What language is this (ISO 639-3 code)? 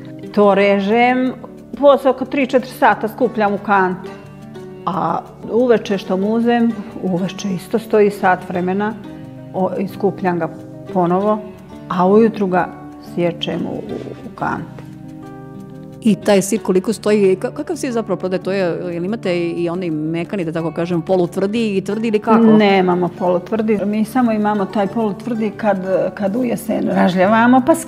srp